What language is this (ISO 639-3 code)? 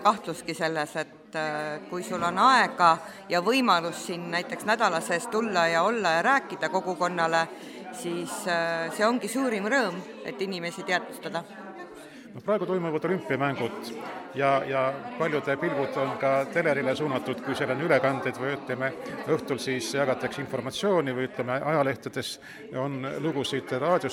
est